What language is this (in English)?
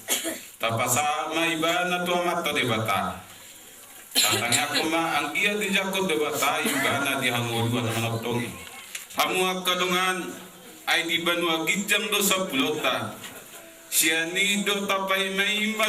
Batak Toba